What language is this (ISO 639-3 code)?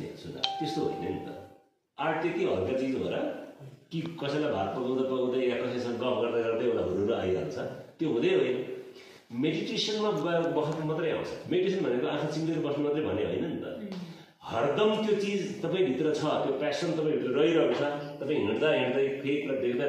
nep